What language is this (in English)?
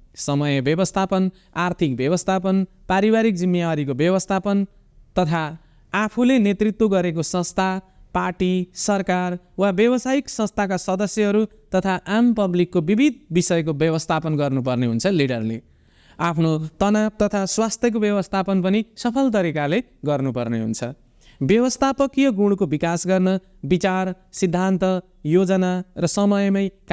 Nepali